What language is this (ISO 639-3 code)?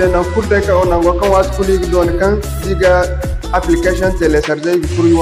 dje